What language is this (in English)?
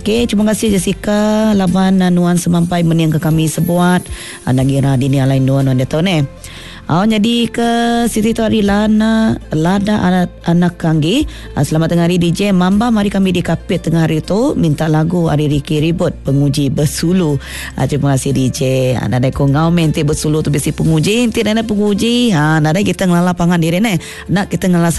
Iban